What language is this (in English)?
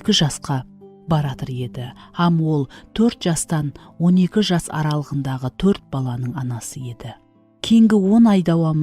Kara-Kalpak